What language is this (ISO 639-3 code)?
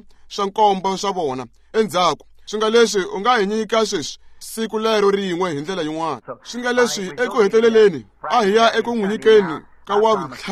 tso